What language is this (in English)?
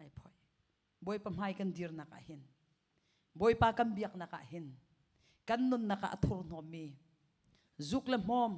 Hakha Chin